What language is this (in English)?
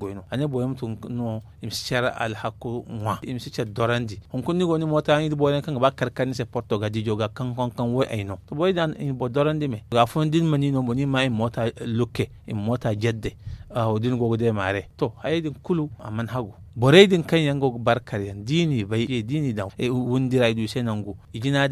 Zarma